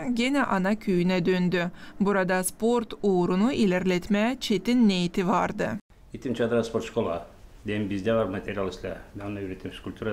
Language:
Gagauz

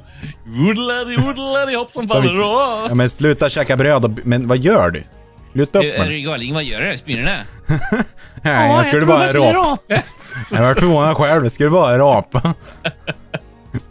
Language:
Swedish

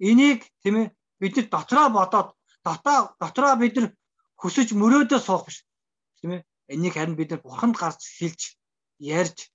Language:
Mongolian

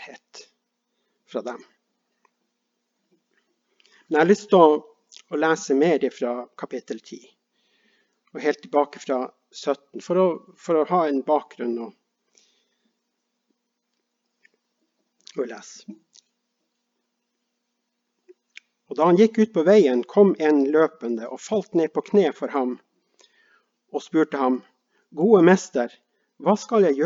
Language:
Norwegian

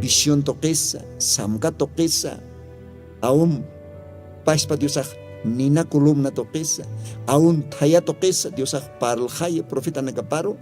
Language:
Aymara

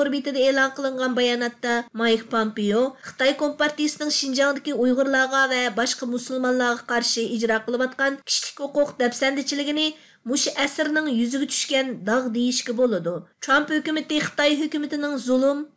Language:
Uyghur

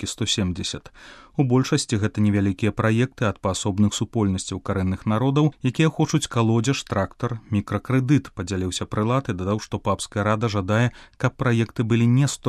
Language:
Belarusian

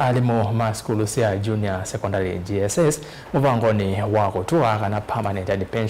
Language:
Kamba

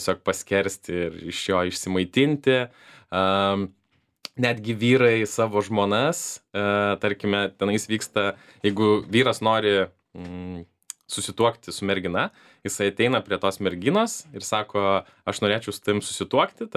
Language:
Lithuanian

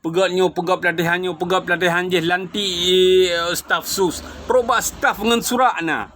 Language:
Achinese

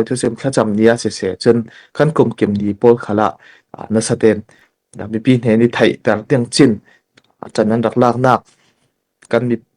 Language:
Falam Chin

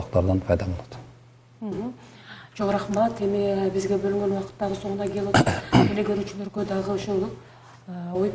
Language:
Kyrgyz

